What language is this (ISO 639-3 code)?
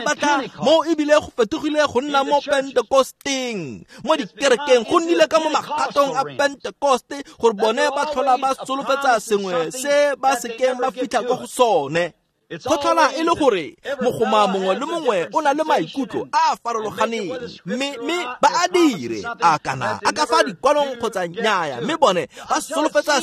tsn